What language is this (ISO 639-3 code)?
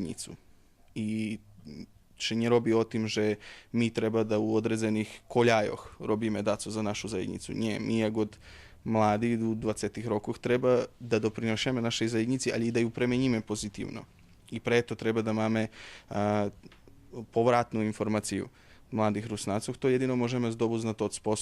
rue